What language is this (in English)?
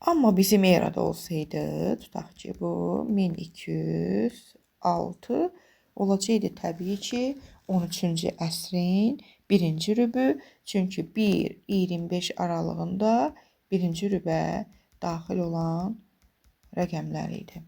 Azerbaijani